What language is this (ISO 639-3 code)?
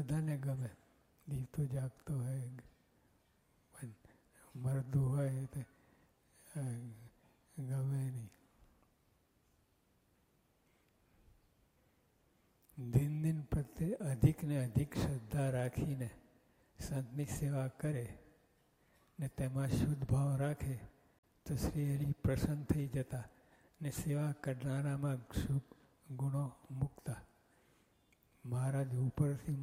guj